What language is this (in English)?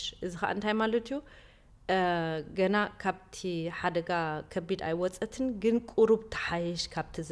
Tigrinya